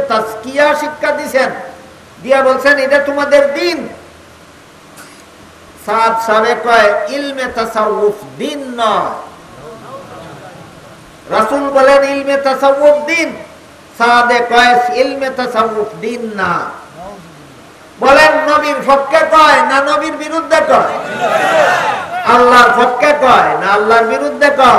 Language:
Bangla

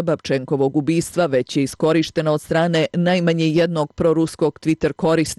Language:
Bosnian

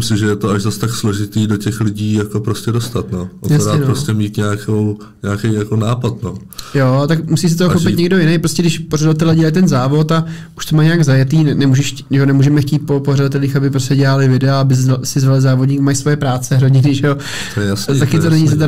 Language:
Czech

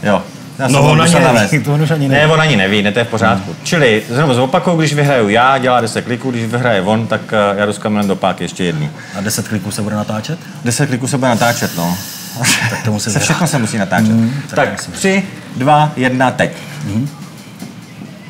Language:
Czech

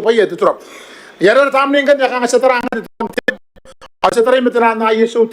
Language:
Gilbertese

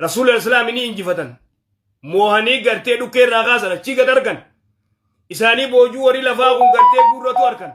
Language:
Oromo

